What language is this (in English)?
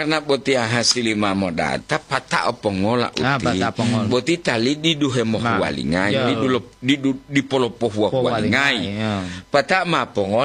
Gorontalo